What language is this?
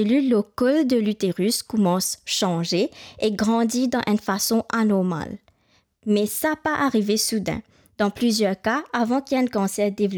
Morisyen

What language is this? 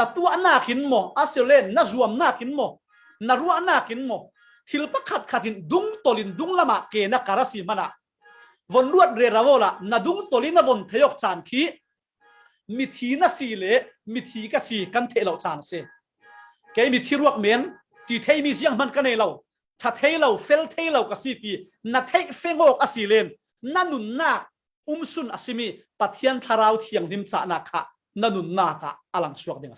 Falam Chin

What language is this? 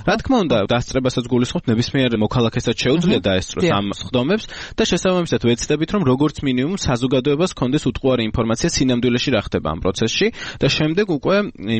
Georgian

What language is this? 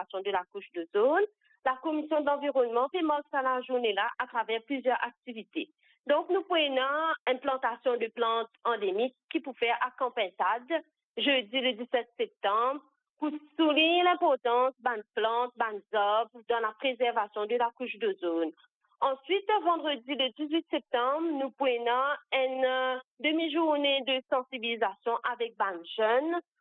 Morisyen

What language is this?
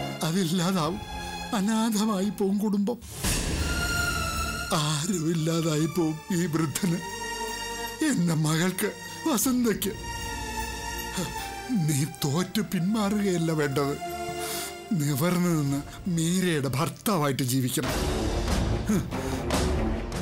Malayalam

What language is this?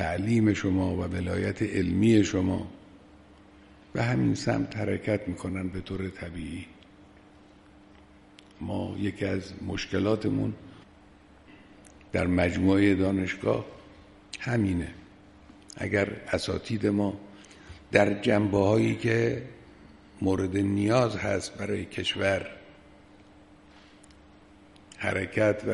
Persian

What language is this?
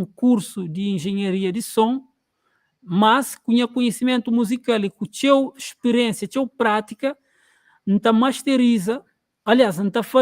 Kabuverdianu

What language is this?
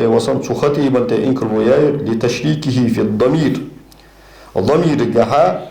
Ingush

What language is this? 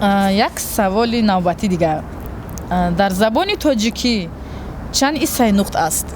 Tajik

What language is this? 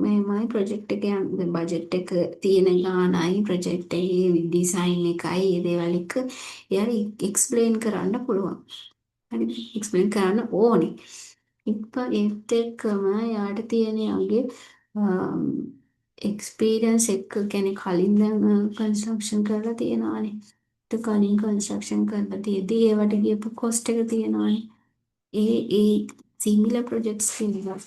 Sinhala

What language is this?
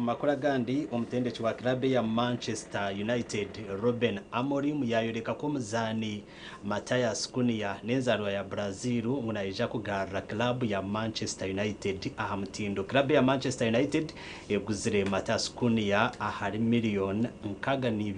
Nyankole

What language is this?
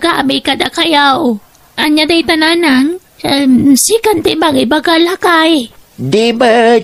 Iloko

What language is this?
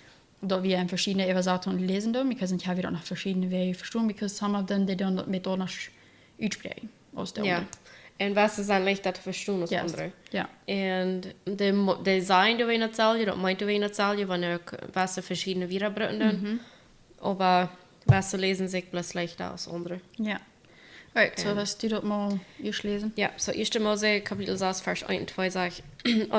Plautdietsch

